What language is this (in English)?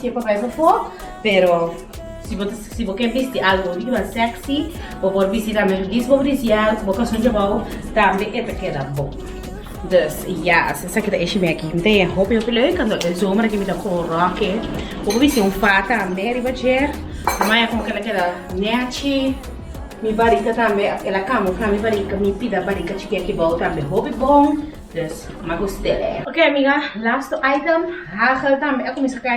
Papiamento